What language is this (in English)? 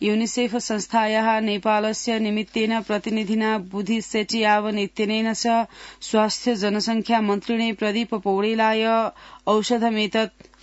Sanskrit